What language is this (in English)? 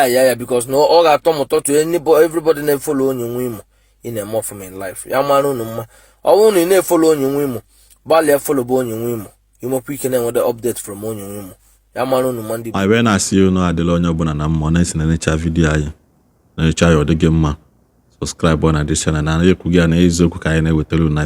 Igbo